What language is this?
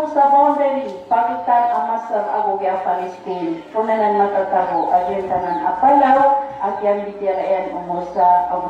Maranao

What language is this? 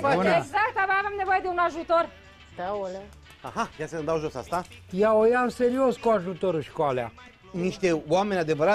Romanian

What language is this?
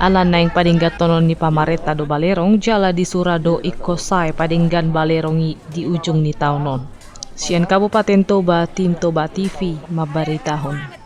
Batak Toba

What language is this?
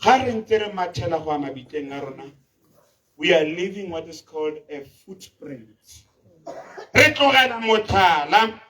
Tswana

